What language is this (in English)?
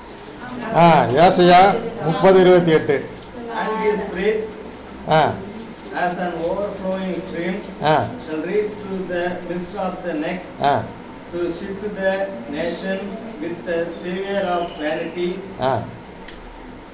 Tamil